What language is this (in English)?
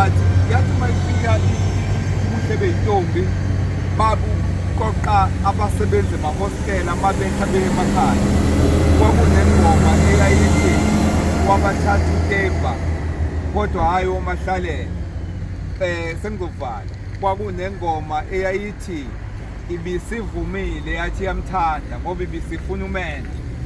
Zulu